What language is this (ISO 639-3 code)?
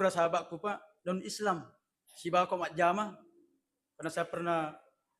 bug